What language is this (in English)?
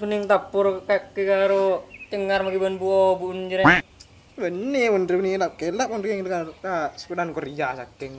Madurese